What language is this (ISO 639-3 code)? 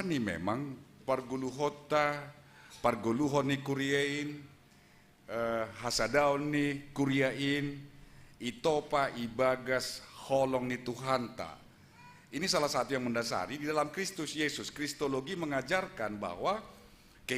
bts